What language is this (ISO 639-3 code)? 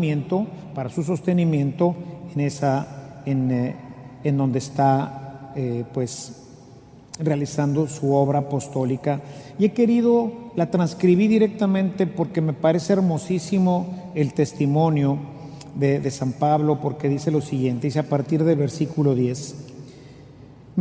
spa